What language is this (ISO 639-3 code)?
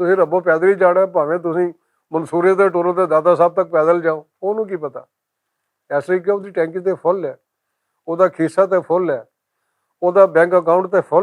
lah